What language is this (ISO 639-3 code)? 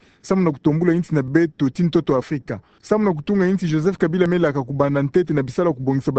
ktu